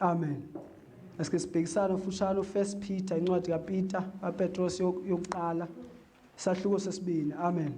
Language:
Zulu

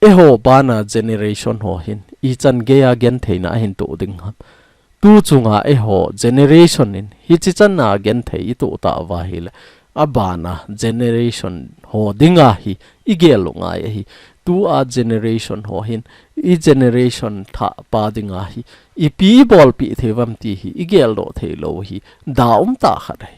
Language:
Thado Chin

